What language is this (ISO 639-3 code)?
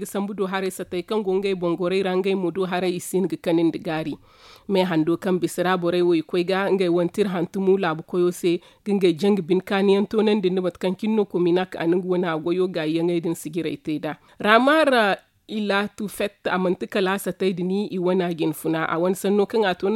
dje